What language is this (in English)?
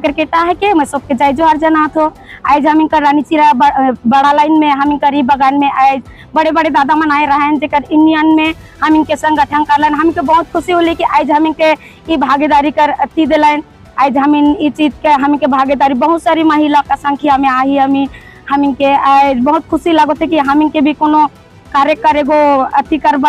Sadri